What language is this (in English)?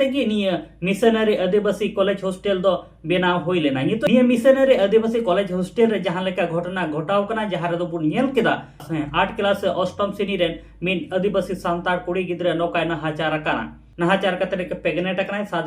Santali